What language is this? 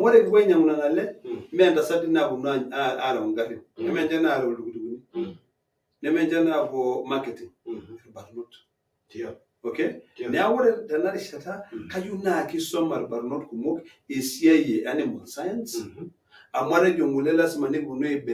Masai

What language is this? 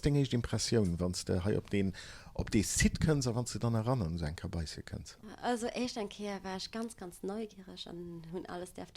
Luxembourgish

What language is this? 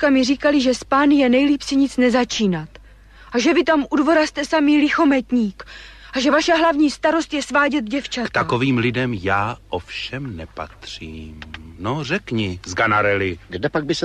Czech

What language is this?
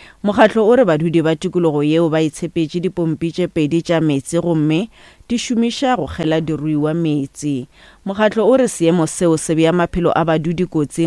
Northern Sotho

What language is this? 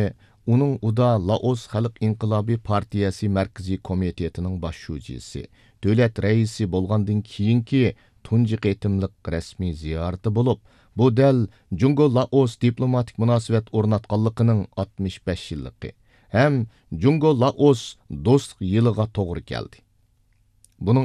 Uyghur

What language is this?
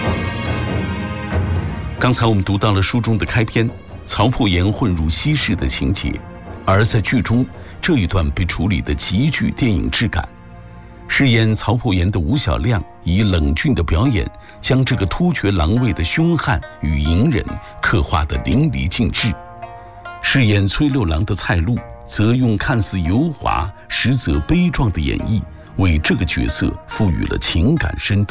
Chinese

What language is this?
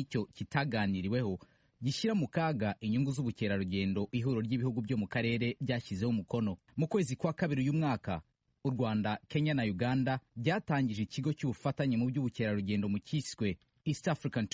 Kinyarwanda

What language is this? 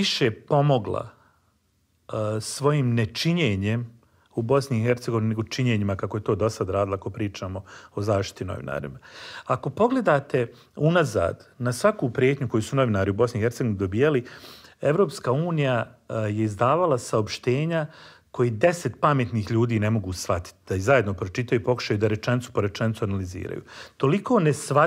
Bosnian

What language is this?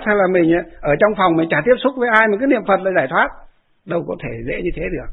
Vietnamese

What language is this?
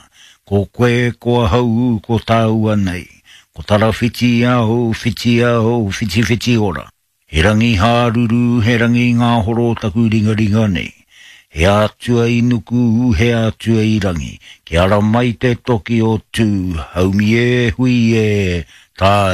Māori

